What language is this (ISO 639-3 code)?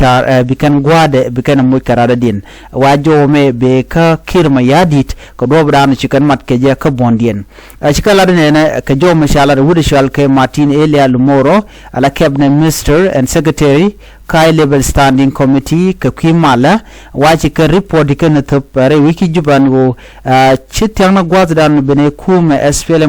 nus